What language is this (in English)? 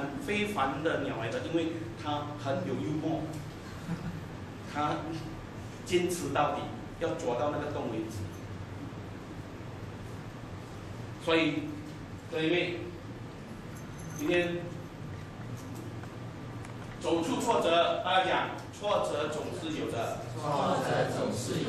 Chinese